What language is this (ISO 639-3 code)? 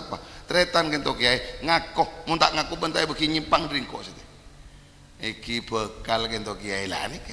mad